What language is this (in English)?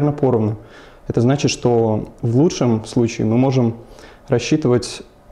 Russian